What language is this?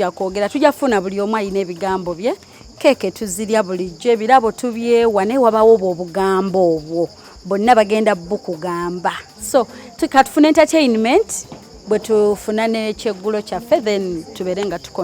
Ganda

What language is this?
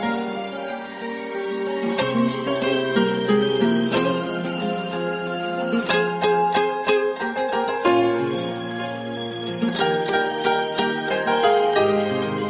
Kazakh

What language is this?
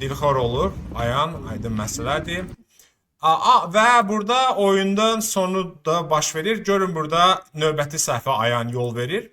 Azerbaijani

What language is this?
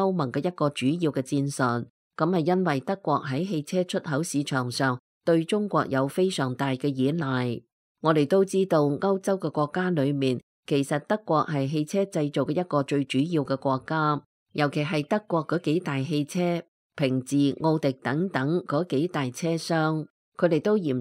Cantonese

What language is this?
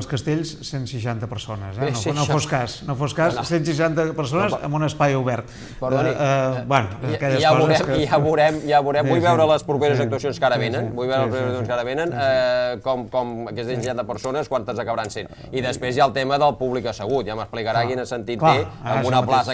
Catalan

